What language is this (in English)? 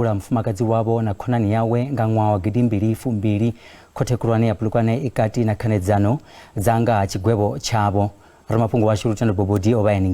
Venda